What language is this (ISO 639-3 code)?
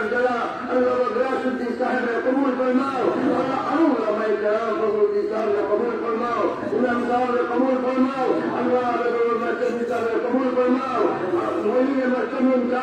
syl